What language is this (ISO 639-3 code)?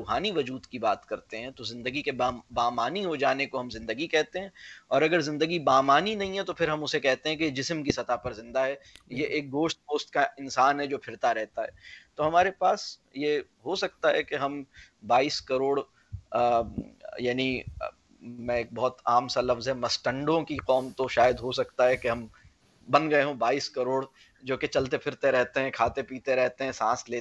urd